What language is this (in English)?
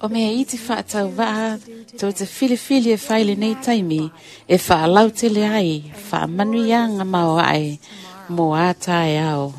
Samoan